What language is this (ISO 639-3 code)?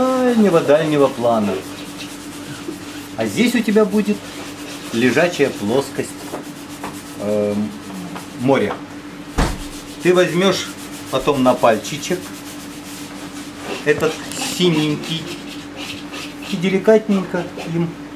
rus